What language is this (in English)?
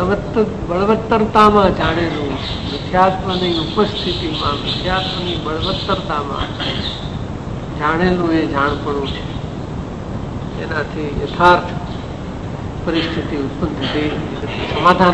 Gujarati